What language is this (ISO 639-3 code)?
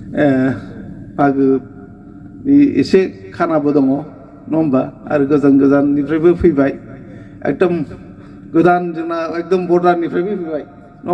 brx